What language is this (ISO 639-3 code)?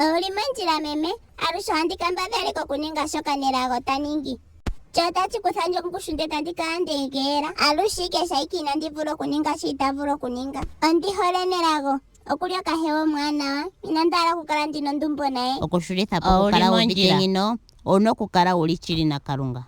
ndo